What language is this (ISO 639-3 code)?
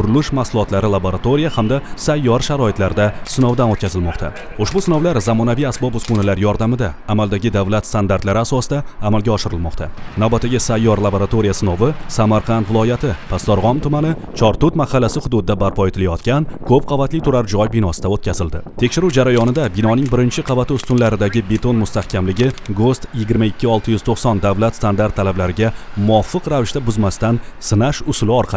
uzb